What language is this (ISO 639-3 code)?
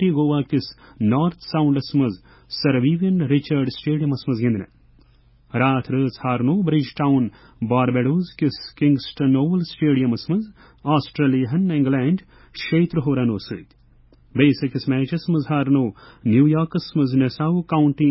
kas